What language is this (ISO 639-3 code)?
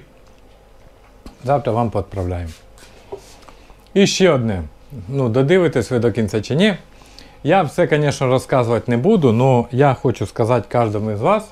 ukr